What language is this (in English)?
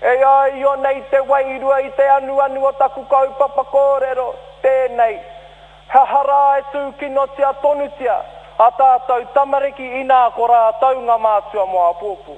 Māori